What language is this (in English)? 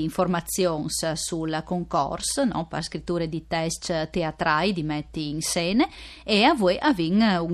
Friulian